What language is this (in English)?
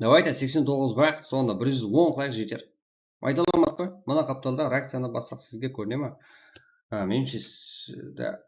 Kara-Kalpak